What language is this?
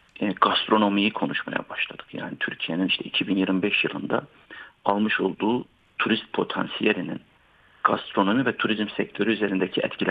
Turkish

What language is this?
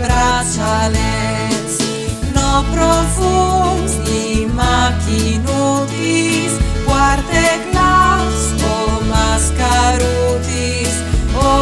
Friulian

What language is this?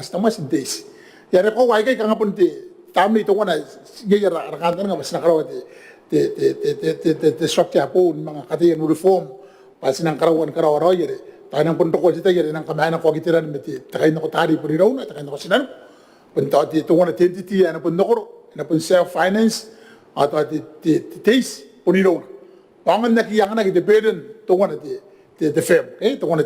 Gilbertese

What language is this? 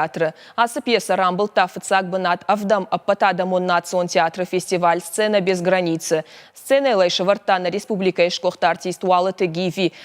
Ossetic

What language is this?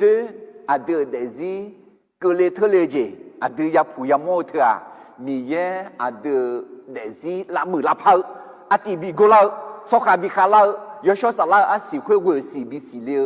Akha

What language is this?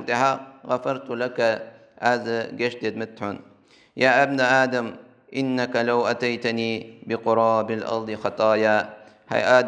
Ingush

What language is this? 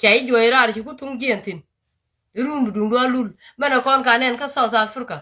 Nuer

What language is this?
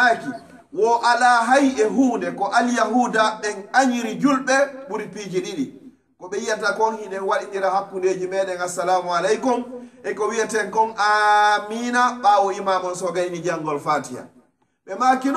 Pular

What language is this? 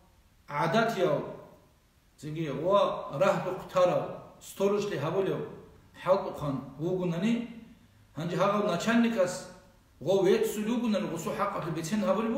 Avaric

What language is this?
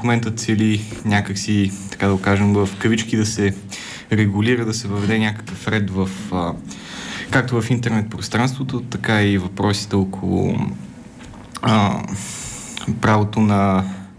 Bulgarian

